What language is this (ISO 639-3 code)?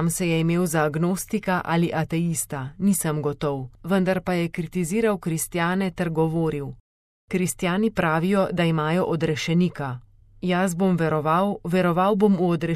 slv